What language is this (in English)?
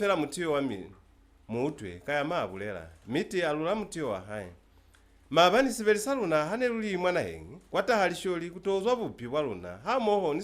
Lozi